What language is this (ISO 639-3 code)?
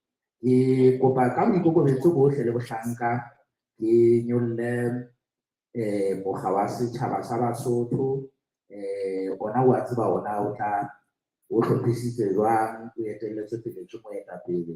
sot